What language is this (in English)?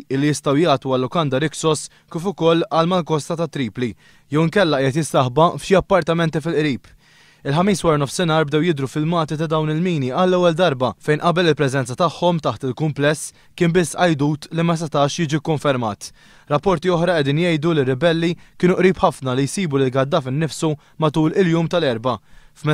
Maltese